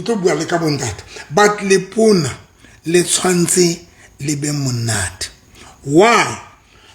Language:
Southern Sotho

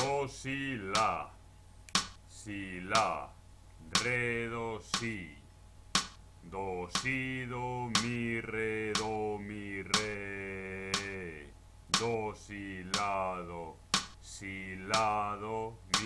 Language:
Spanish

